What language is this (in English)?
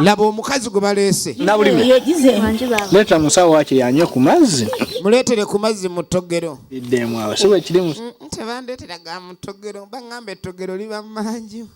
Ganda